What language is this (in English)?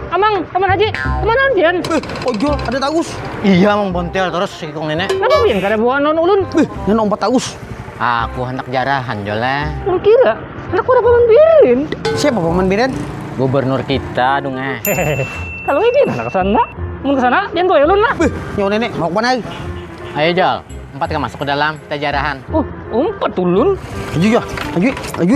Banjar